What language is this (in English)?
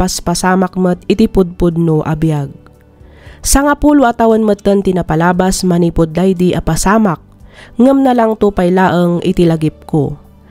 Iloko